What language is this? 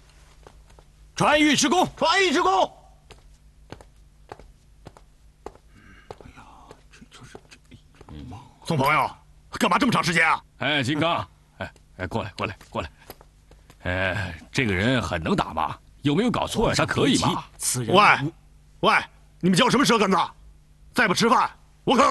Chinese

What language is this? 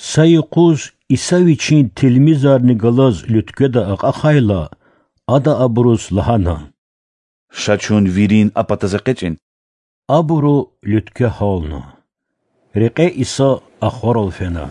Lezghian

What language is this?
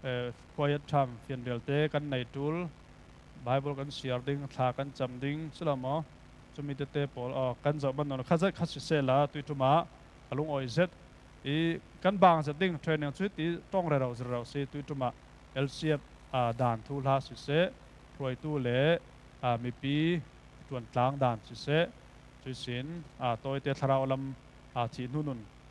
Falam Chin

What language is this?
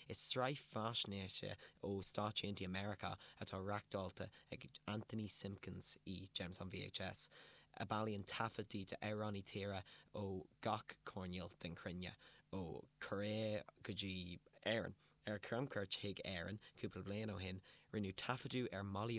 Irish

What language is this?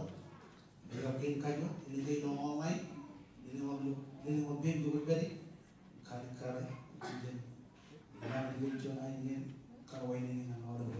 Marshallese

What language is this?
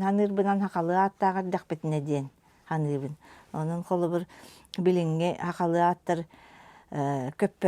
Yakut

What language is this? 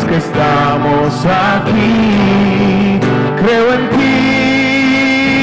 Aymara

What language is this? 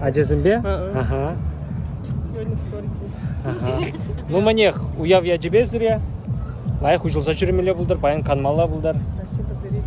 Chuvash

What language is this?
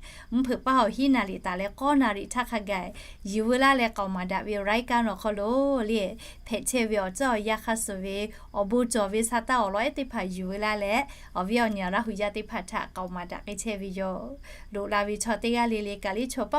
Lahu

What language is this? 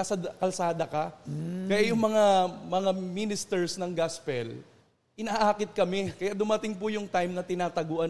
Filipino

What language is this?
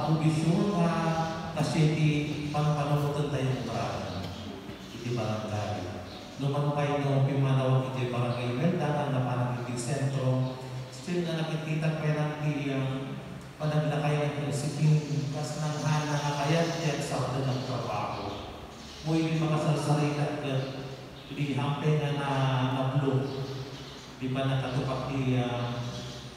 Iloko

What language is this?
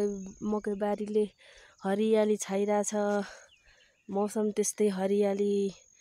Nepali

